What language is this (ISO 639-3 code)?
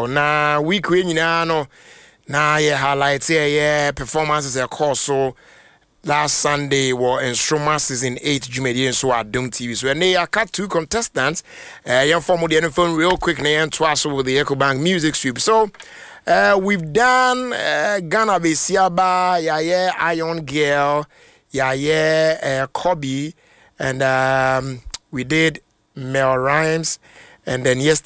aka